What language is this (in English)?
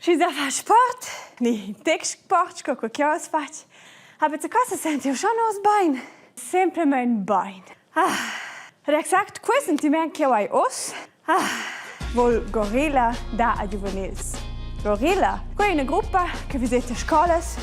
Romansh